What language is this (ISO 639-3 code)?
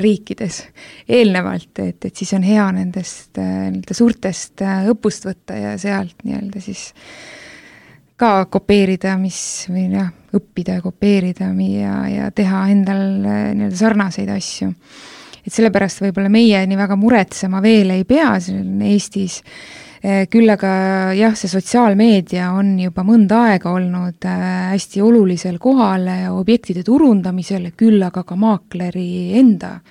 est